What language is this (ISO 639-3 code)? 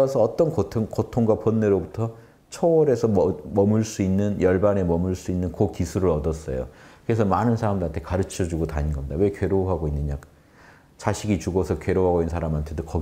kor